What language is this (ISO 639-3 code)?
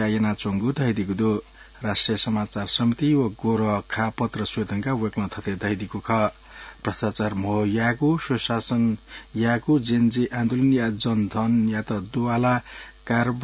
new